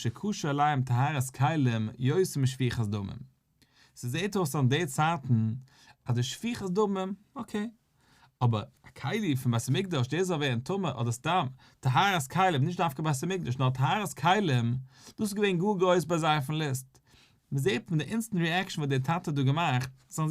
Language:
Yiddish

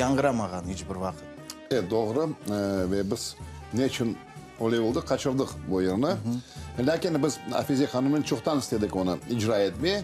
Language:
Crimean Tatar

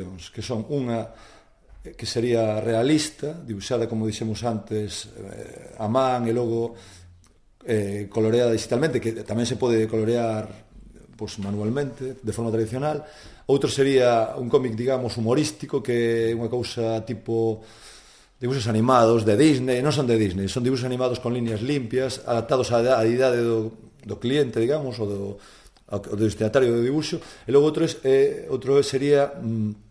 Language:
Galician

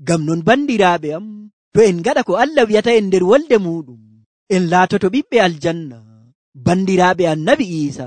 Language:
Nigerian Fulfulde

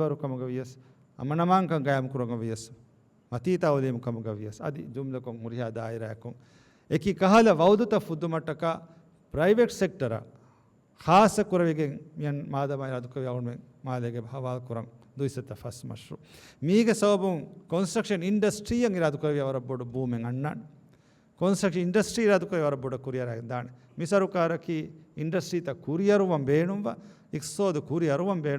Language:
Divehi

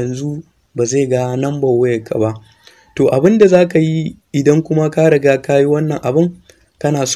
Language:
Hausa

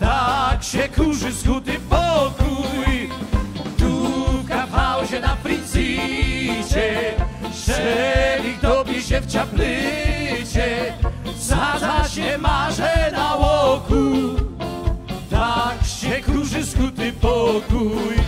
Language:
Silesian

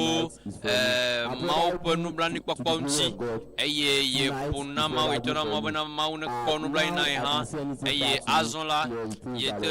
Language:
Ewe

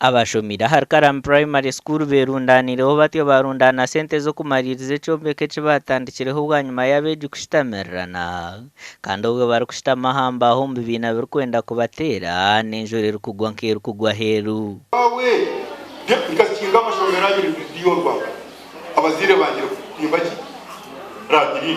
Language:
Nyankole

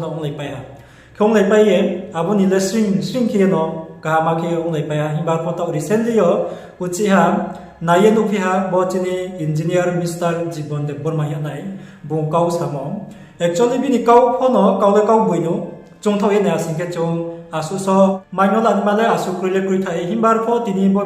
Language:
Riang (India)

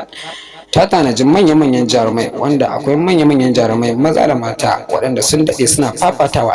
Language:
Hausa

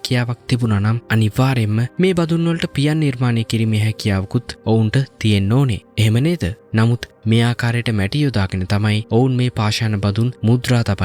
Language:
Sinhala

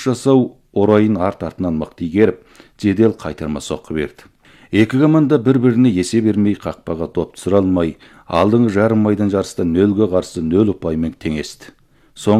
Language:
Kazakh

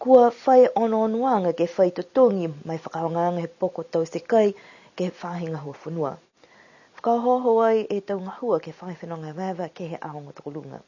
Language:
Niuean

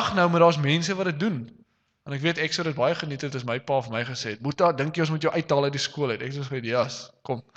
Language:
Afrikaans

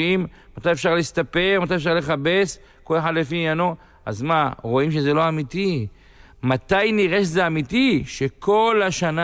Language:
Hebrew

